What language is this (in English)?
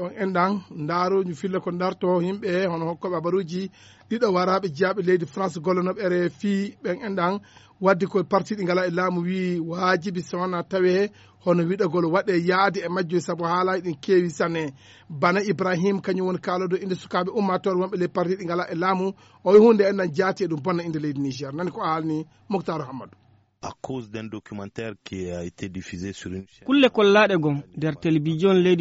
Fula